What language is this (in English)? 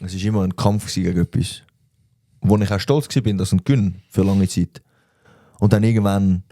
Swiss German